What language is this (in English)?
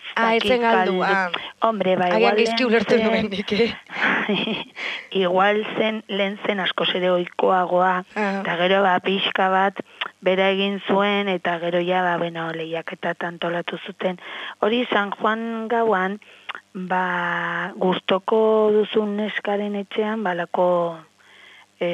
Basque